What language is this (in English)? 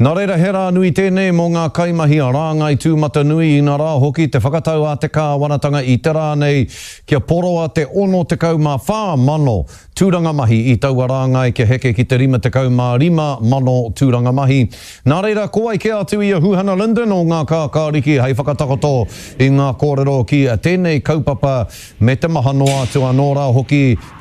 Māori